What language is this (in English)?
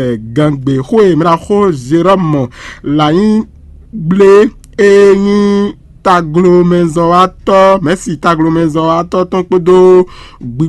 Fon